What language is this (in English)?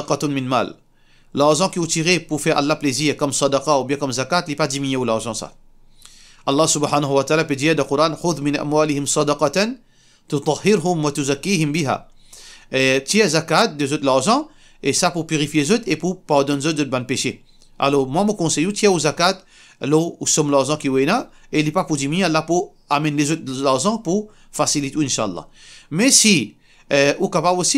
Morisyen